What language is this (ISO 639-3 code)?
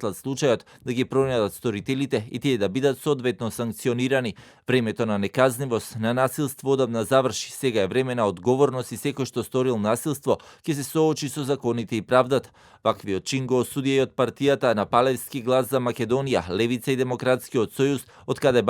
mkd